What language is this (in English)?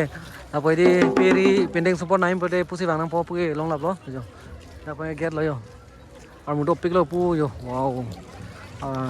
Karbi